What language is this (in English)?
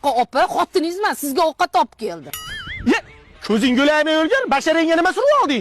Uzbek